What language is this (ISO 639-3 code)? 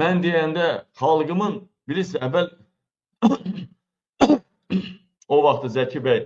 aze